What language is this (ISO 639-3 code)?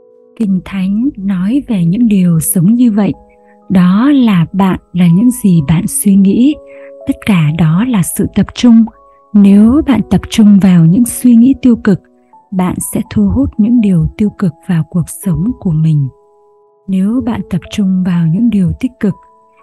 vie